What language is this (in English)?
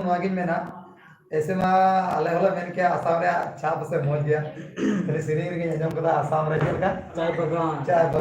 Santali